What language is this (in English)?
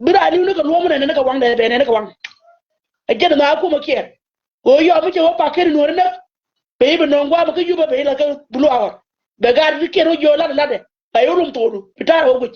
Nuer